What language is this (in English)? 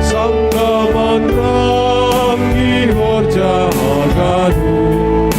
Batak Simalungun